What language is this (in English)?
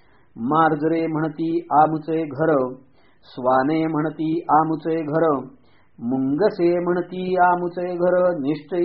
Marathi